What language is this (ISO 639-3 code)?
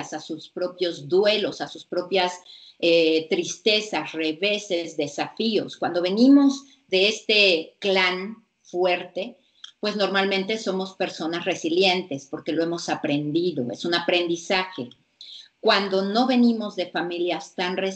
spa